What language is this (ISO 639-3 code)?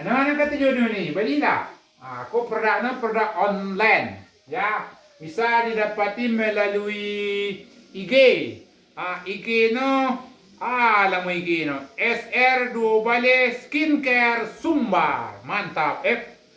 min